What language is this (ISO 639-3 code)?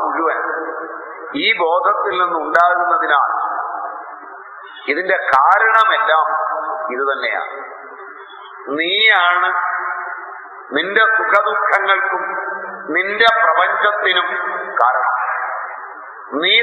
mal